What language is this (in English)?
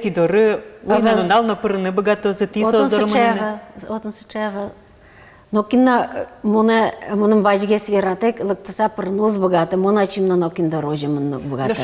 Udmurt